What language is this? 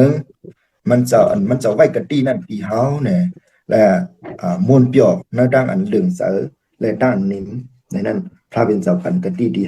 Shan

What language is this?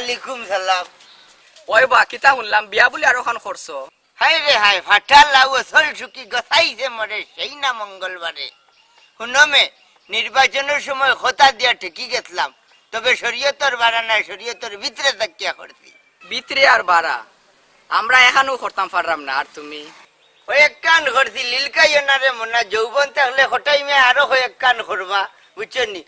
Sylheti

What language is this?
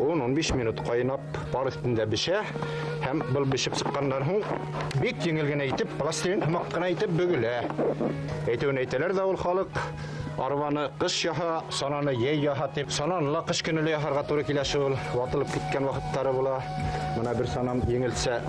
Bashkir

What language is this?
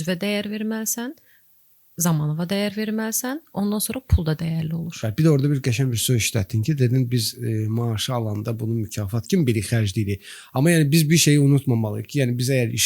Azerbaijani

